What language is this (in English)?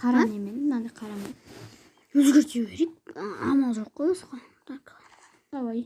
Kazakh